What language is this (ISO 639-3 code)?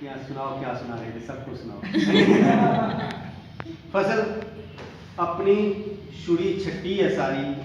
doi